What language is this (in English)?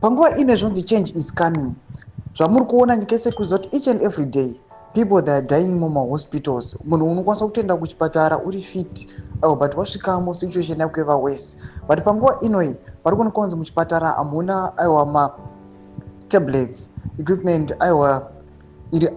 Shona